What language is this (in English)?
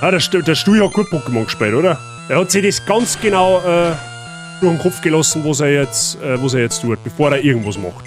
Bavarian